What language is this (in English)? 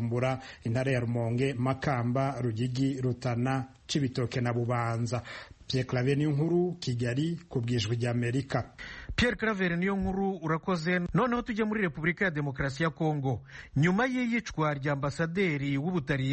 Kinyarwanda